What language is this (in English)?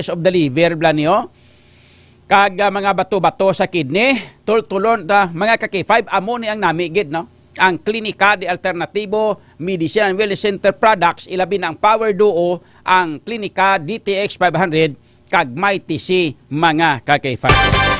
Hiligaynon